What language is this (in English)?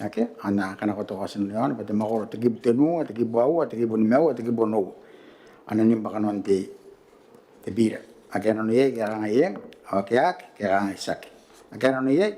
Gilbertese